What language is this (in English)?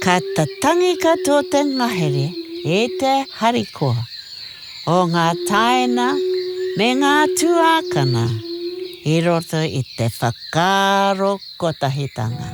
Māori